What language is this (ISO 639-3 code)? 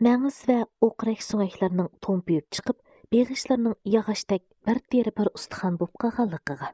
uig